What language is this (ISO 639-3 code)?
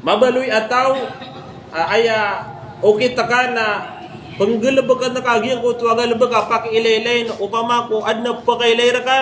mrw